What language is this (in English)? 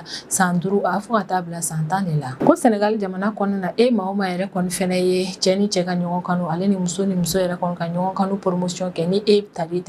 Bambara